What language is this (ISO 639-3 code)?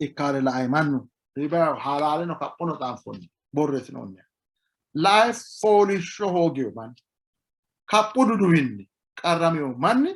sid